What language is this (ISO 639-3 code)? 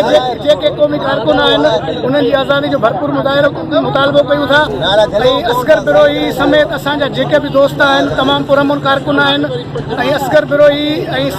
snd